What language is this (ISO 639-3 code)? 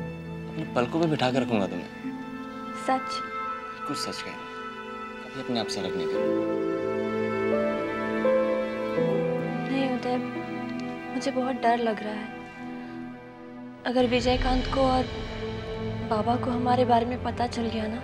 hin